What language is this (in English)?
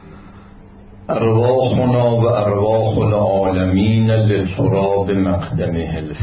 Persian